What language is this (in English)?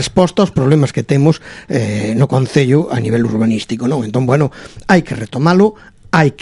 Galician